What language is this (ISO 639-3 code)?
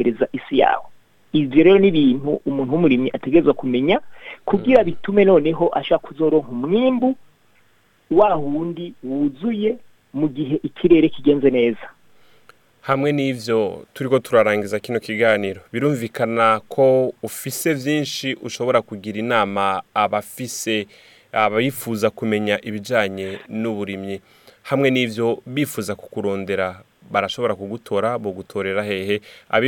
run